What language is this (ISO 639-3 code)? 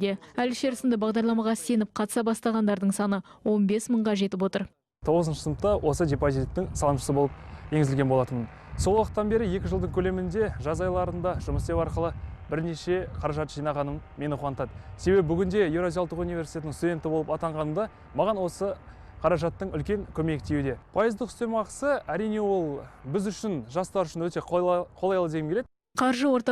kaz